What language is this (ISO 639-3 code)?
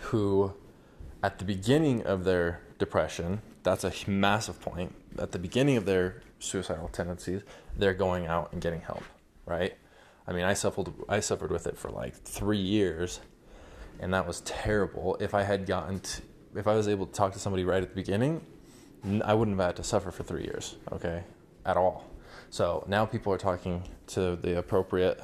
eng